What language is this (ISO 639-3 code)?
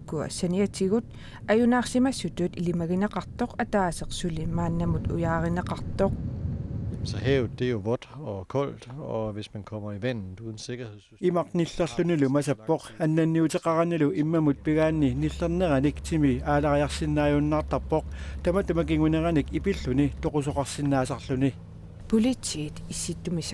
kal